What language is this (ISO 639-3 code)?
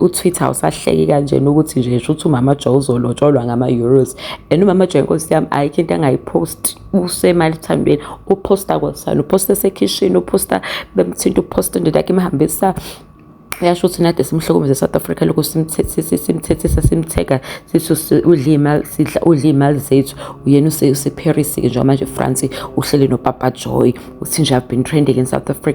zul